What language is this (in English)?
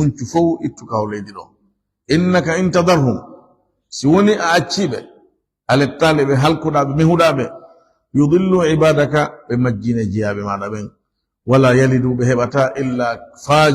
Fula